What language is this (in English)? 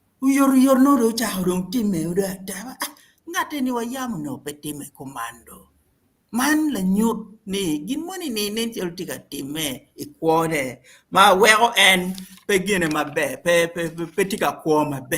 Acoli